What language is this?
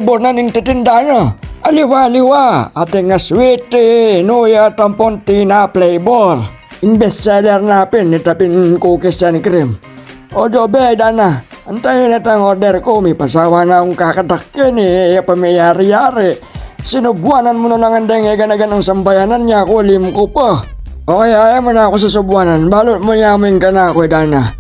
Pampanga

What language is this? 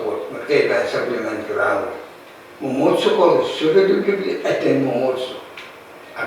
Pohnpeian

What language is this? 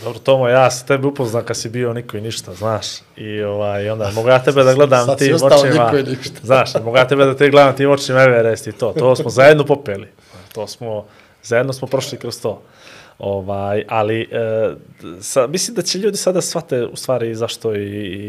Bosnian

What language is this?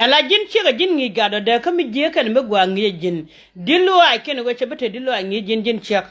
Nuer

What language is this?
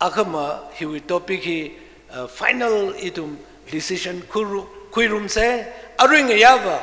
Tangkhul Naga (India)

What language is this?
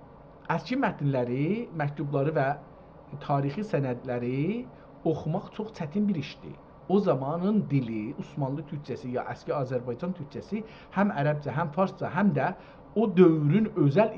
South Azerbaijani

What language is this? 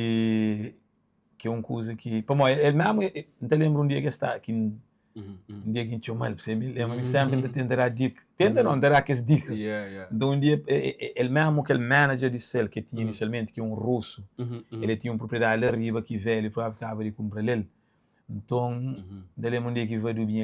Kabuverdianu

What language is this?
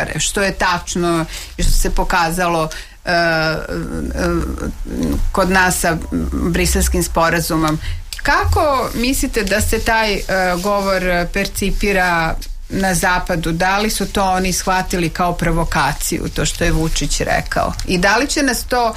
Serbian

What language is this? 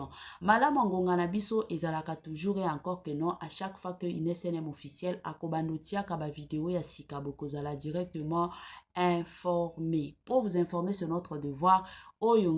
Lingala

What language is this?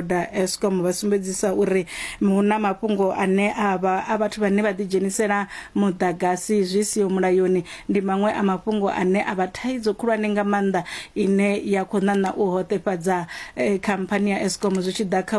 Venda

